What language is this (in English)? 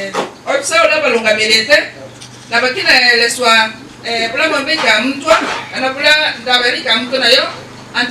Meru